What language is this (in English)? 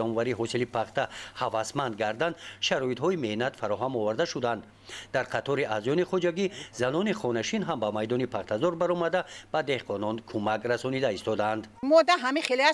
Tajik